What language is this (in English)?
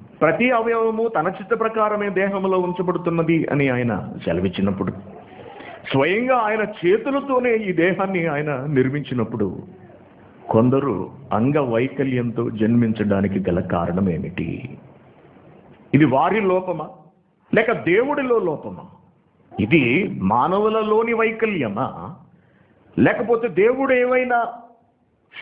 Telugu